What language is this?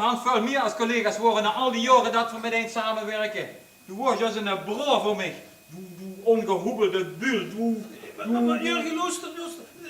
Limburgish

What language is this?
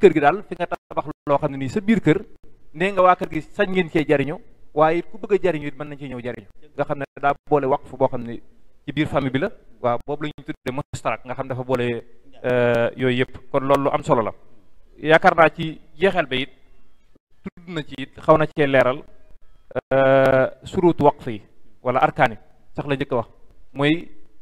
Wolof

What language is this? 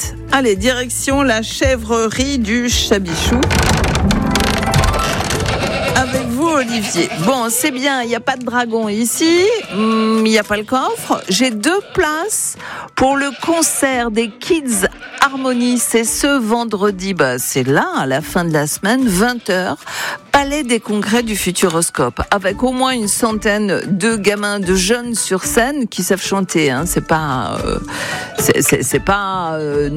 French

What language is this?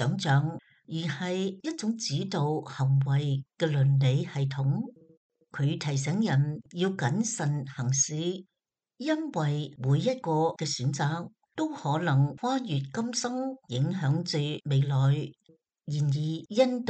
Cantonese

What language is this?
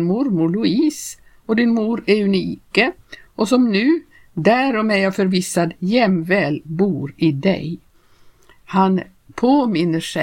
Swedish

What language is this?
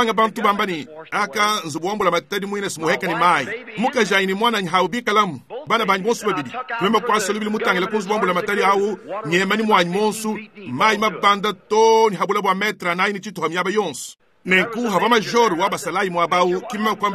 Luba-Lulua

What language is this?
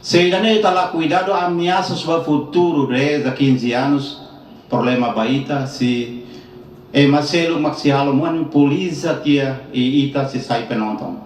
Tetum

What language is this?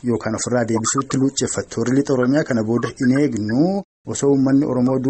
Oromo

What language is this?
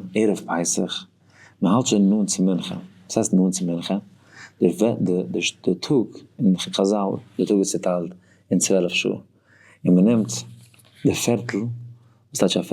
Yiddish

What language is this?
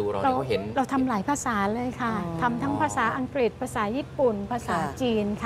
Thai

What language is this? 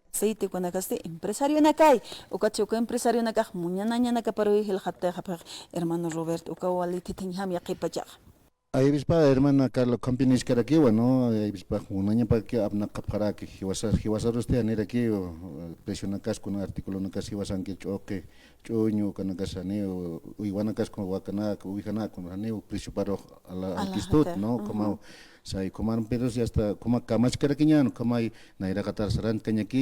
Aymara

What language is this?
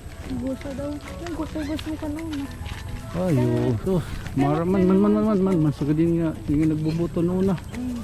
Waray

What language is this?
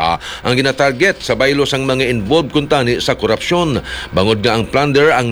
Hiligaynon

